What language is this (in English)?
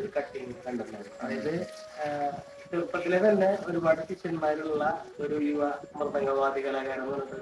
Malayalam